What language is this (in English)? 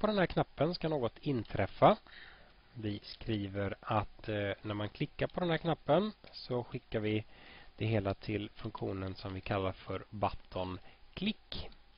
Swedish